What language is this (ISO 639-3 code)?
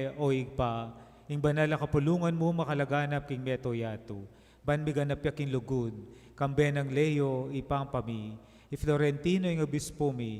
pam